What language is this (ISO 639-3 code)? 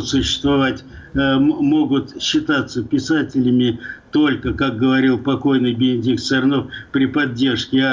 rus